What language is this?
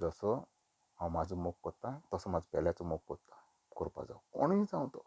Konkani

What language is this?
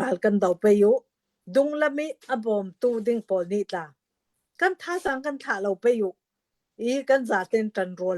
Hakha Chin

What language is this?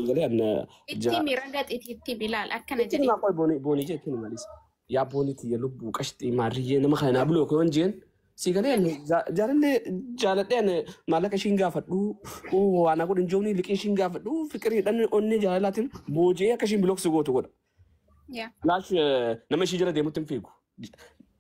Oromo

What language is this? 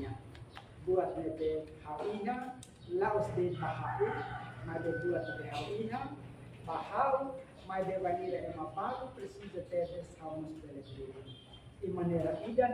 Tetum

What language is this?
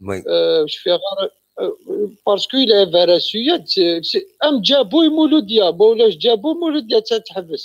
Kabyle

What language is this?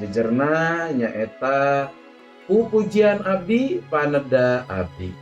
Sundanese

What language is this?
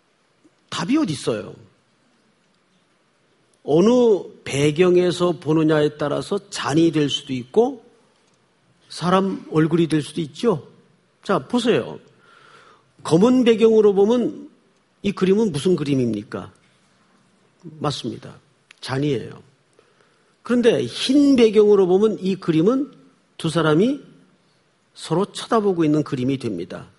Korean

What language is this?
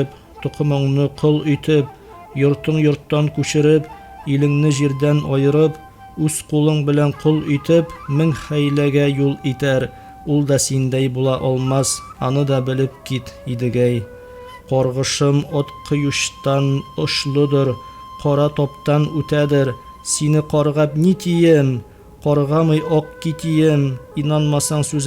Tatar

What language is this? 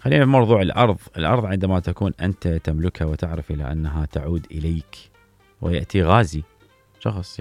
Mesopotamian Arabic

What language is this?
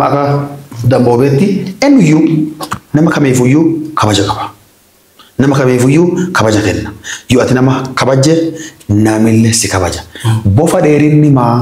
Oromo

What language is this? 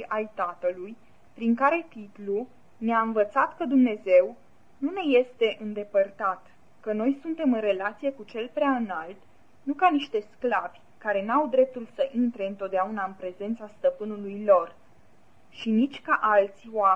Romanian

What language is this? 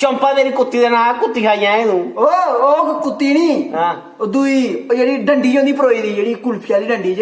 Dogri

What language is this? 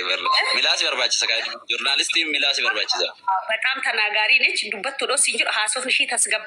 Oromo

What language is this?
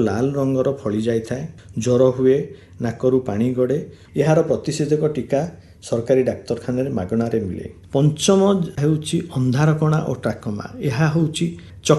Odia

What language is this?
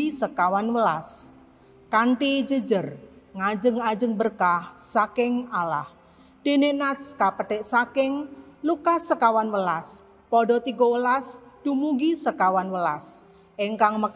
Javanese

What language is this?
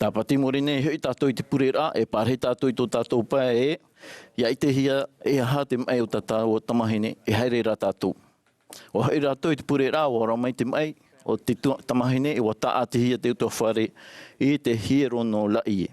Tahitian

